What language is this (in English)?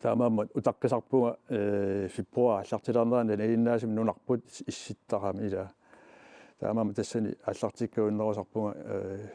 Kalaallisut